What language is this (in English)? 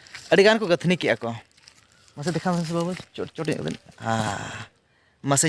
Santali